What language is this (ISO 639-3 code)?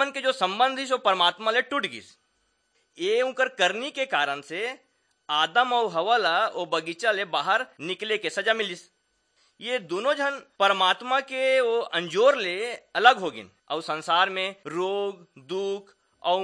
hne